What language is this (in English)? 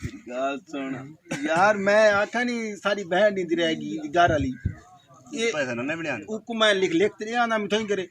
Saraiki